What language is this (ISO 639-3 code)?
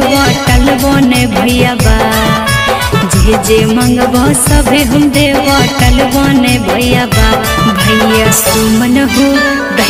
bho